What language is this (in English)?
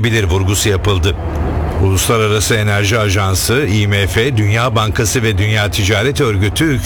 Turkish